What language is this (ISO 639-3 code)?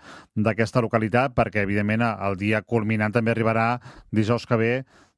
cat